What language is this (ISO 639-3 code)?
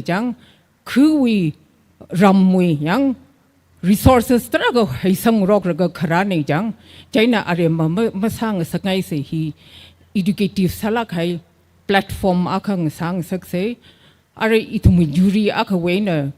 nmf